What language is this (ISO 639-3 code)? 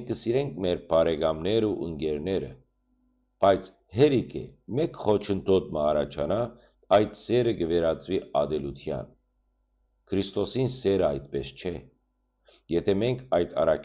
hyw